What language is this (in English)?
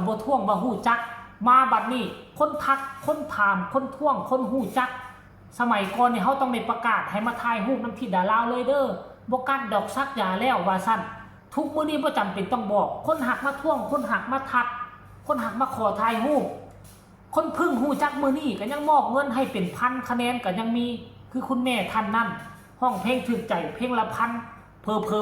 Northeastern Thai